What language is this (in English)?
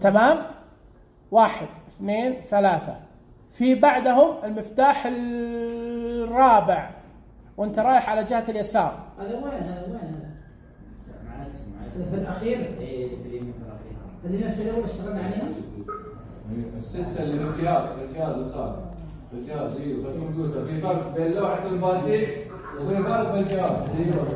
Najdi Arabic